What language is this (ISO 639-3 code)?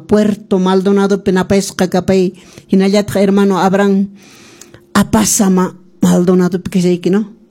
que